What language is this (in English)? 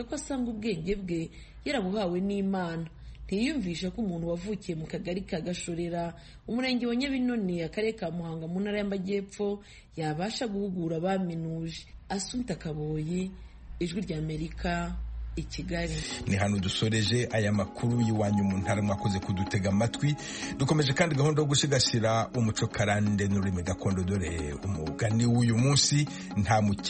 Kinyarwanda